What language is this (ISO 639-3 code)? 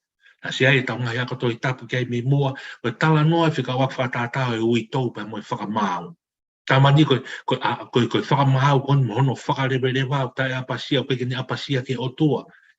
ton